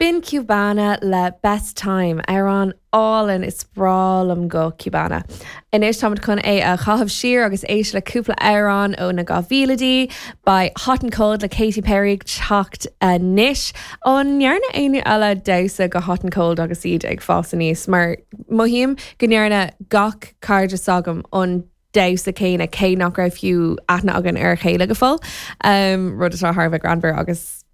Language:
Irish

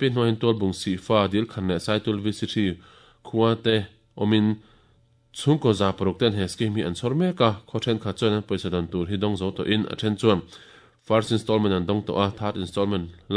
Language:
Mizo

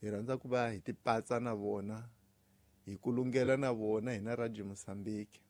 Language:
Tsonga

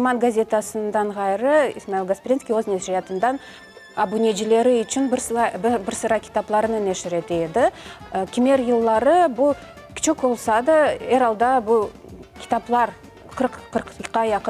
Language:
Crimean Tatar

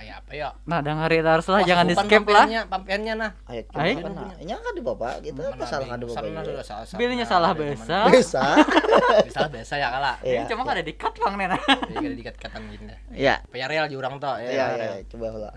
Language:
Banjar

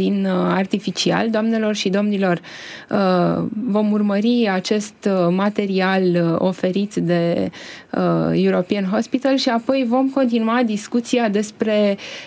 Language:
Romanian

